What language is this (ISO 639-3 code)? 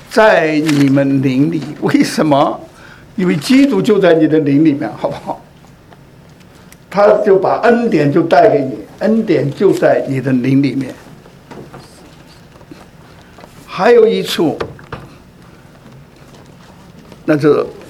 zho